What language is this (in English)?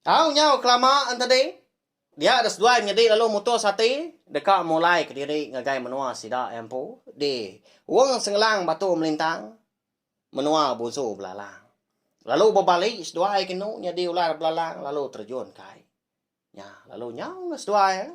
Iban